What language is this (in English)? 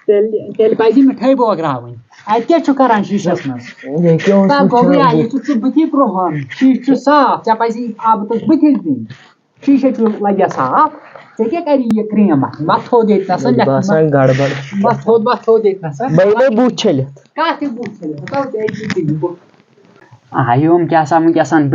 Kashmiri